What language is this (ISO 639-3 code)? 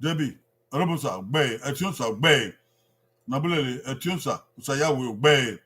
bin